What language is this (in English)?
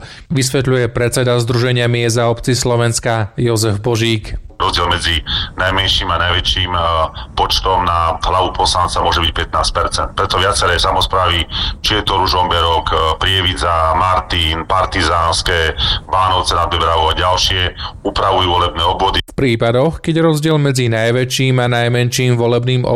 Slovak